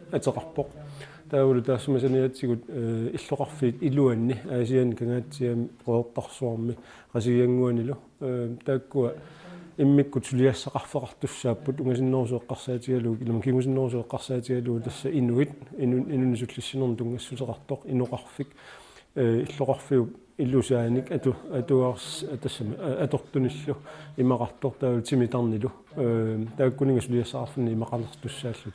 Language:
Kalaallisut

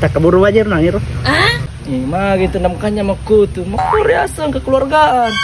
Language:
Buginese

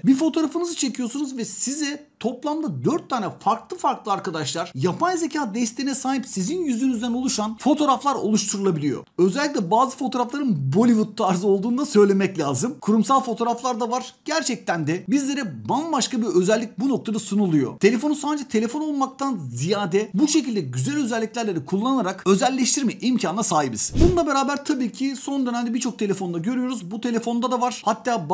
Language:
Turkish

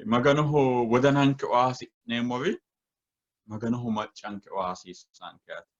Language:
Sidamo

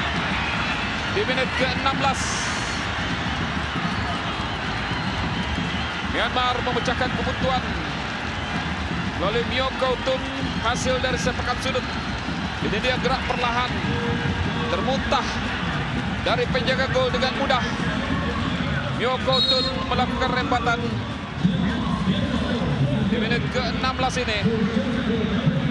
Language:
Malay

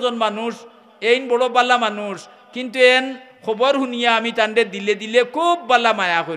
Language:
Sylheti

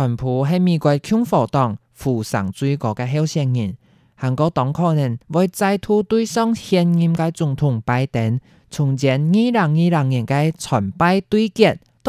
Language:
Hakka Chinese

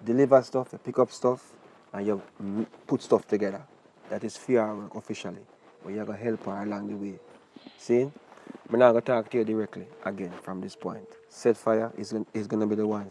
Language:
Jamaican Creole English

